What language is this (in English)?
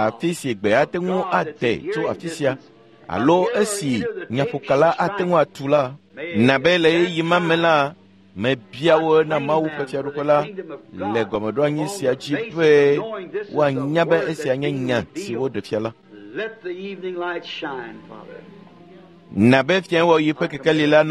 Ewe